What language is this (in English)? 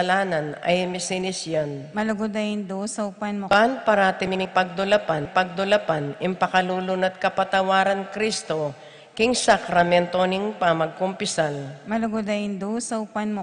Pampanga